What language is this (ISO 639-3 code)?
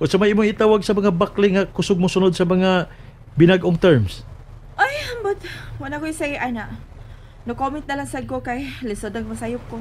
ceb